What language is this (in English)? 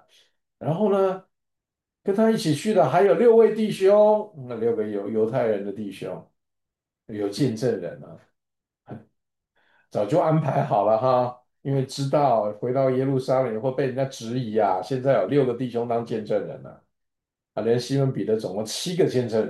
Chinese